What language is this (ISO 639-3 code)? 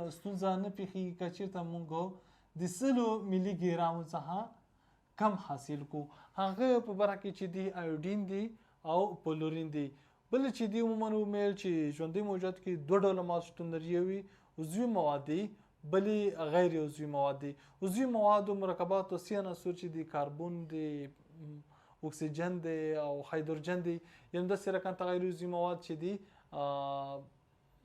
pus